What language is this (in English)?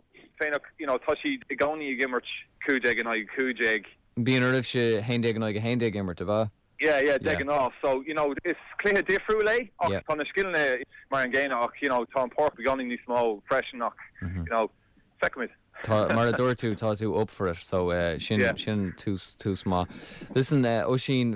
Irish